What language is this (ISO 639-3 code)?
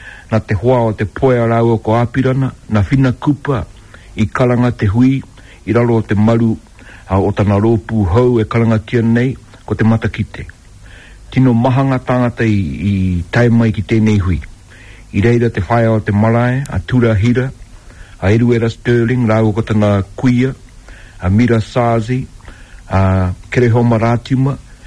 mri